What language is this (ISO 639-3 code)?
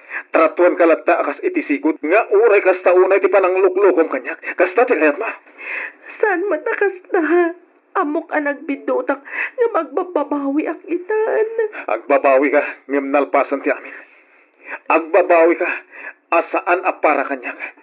ilo